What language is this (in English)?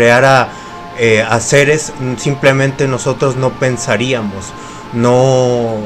Spanish